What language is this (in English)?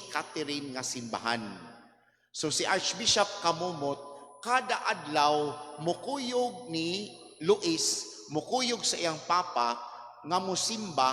Cebuano